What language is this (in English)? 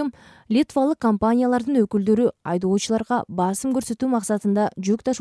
Kyrgyz